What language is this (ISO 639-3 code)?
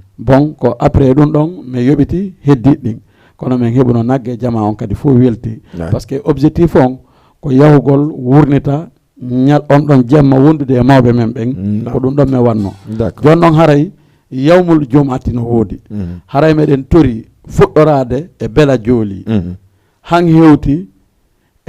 ful